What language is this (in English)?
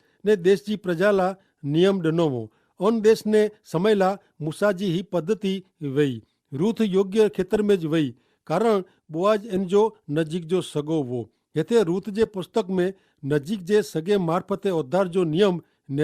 Kachhi